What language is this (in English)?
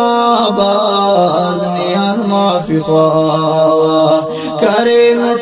Brahui